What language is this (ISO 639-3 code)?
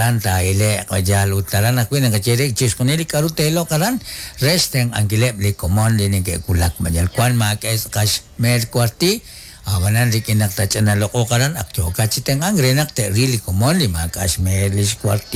kek